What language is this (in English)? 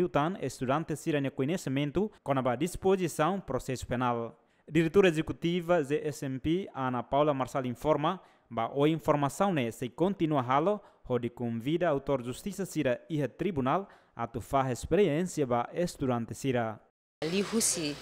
Tetum